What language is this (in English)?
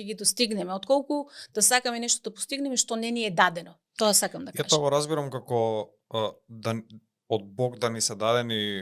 Macedonian